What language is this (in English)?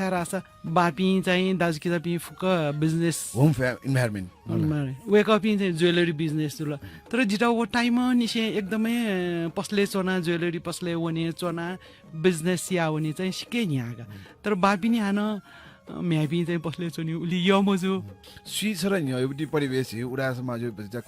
Newari